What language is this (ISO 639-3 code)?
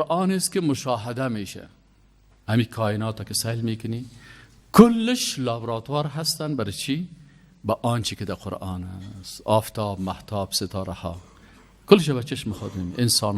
fas